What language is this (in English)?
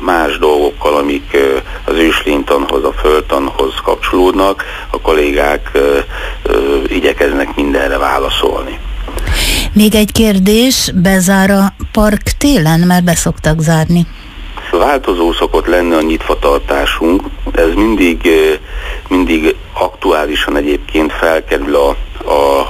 Hungarian